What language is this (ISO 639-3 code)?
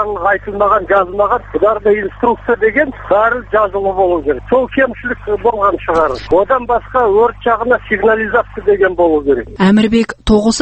kaz